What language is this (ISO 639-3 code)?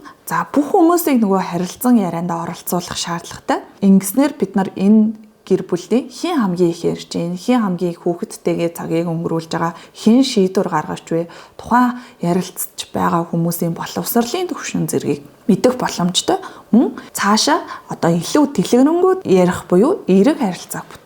mon